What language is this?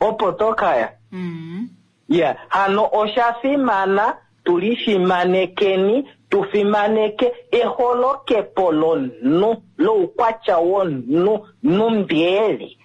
Kuanyama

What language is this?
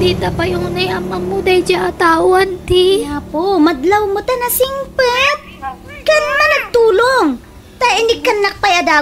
Iloko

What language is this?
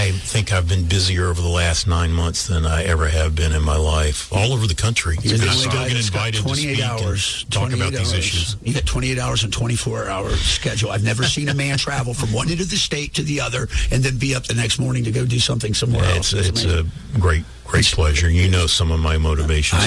English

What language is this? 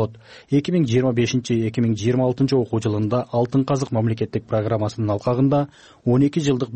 Kyrgyz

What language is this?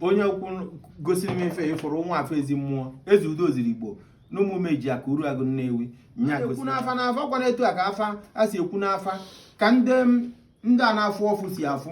Igbo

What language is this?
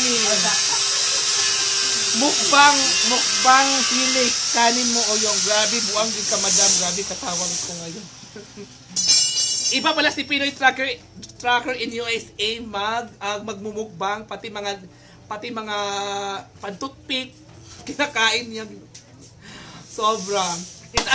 Filipino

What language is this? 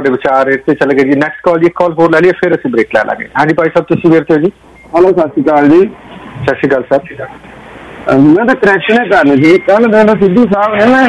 Punjabi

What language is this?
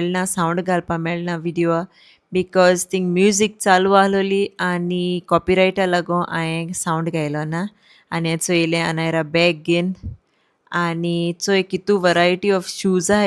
Konkani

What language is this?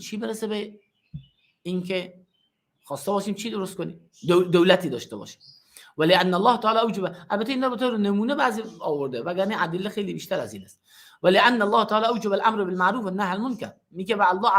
Persian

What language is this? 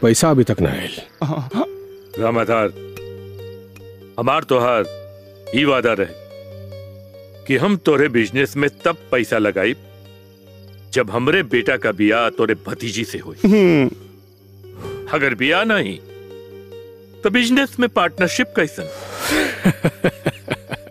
Bhojpuri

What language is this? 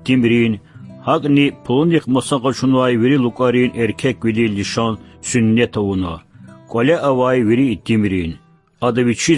Lezghian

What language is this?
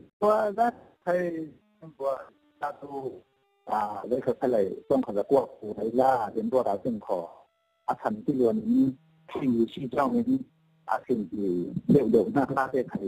Falam Chin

